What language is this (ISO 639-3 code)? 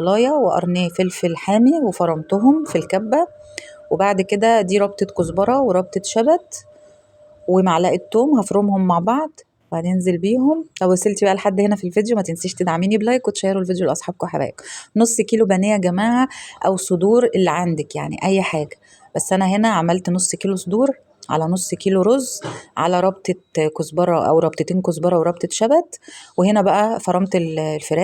arz